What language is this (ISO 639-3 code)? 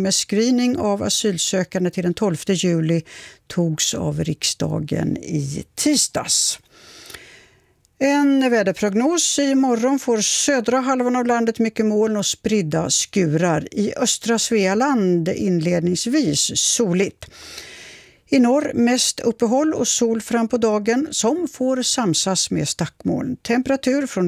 swe